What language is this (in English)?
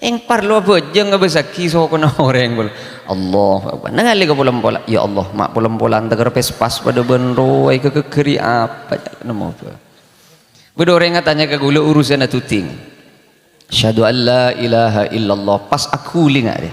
Madurese